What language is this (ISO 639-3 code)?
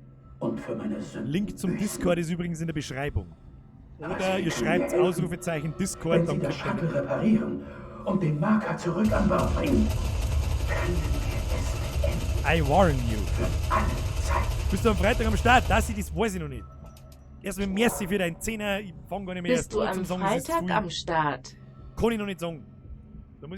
bar